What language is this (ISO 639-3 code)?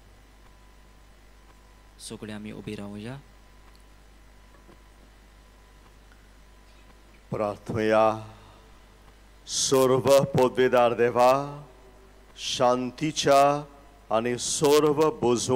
kok